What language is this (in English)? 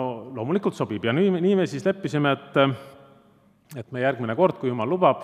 Estonian